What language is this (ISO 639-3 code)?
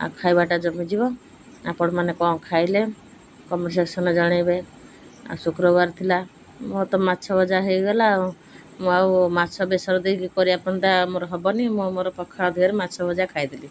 ori